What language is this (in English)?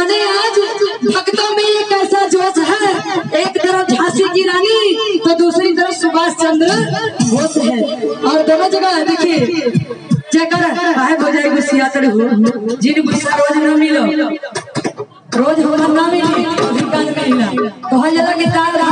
Bhojpuri